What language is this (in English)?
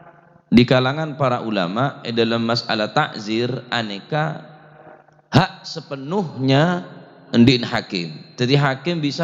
Madurese